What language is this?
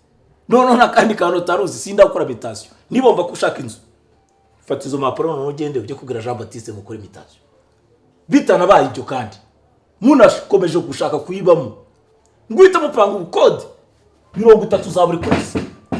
Kinyarwanda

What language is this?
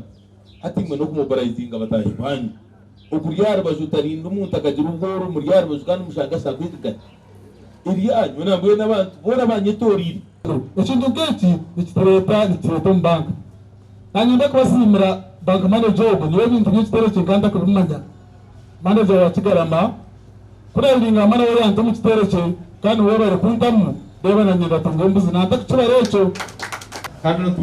Nyankole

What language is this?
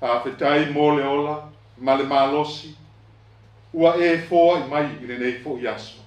Samoan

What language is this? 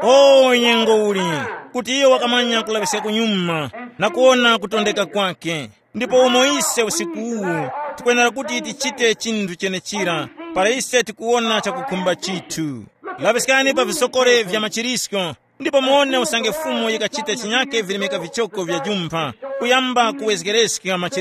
Tumbuka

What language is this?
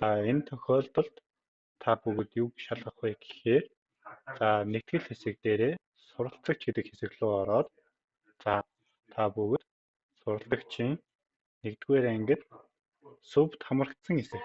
Mongolian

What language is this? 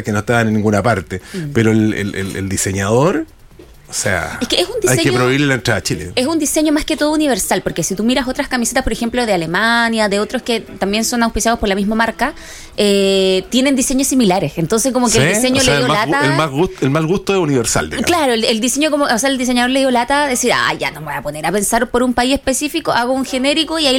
Spanish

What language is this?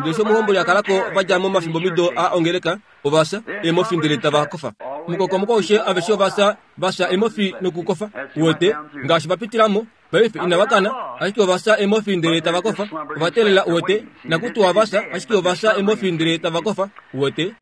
Kuanyama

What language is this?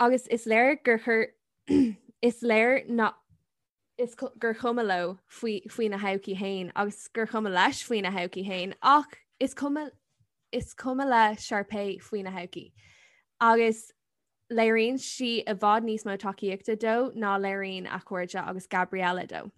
Irish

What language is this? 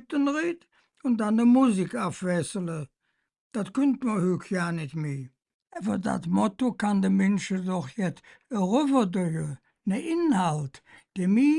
Colognian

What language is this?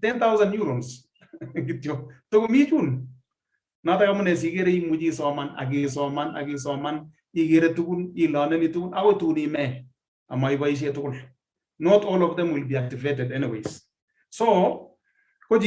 Kalenjin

